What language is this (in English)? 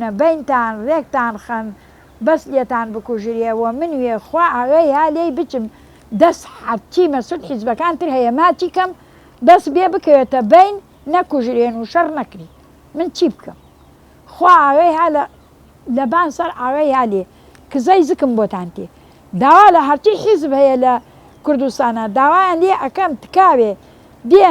Central Kurdish